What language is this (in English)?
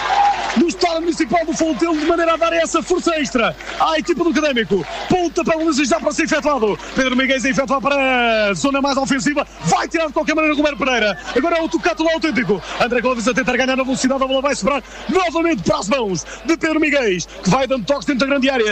Portuguese